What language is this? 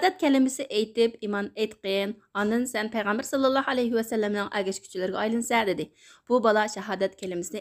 Uyghur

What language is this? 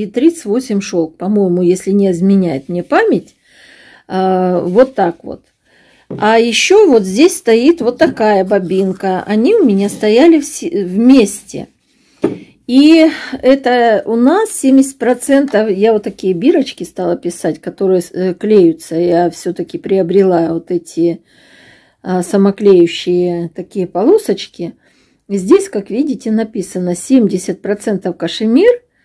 Russian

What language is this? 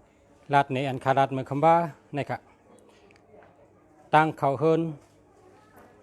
Shan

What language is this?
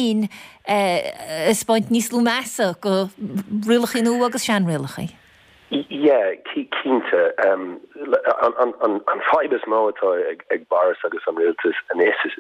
Irish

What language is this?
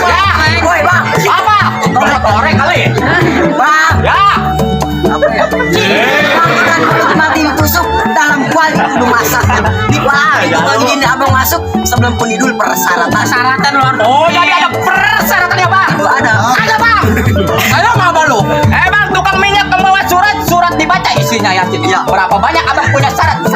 Betawi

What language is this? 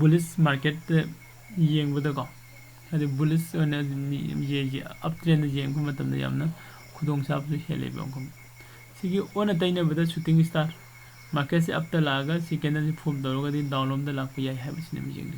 Manipuri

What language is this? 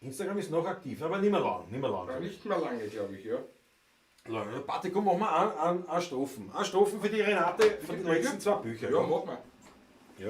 Bavarian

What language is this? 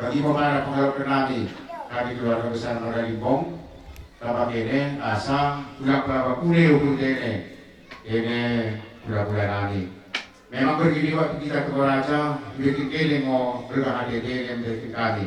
Batak Karo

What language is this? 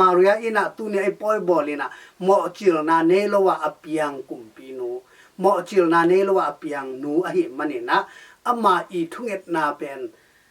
Tedim Chin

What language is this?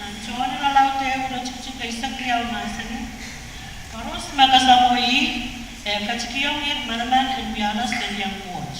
Pohnpeian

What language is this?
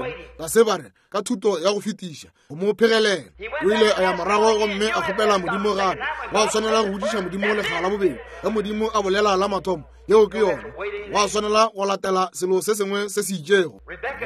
Northern Sotho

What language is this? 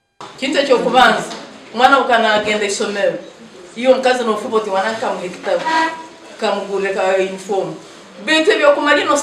Nyankole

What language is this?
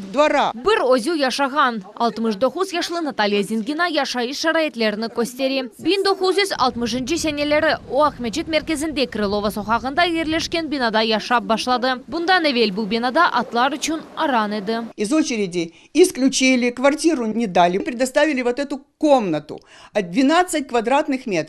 Crimean Tatar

